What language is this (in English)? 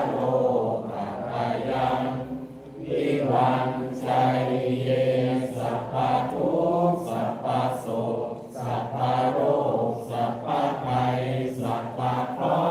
Pali